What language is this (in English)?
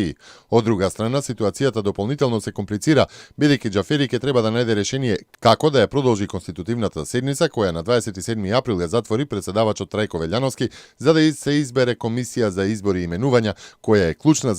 Macedonian